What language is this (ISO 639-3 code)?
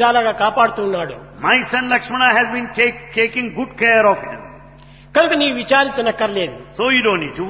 tel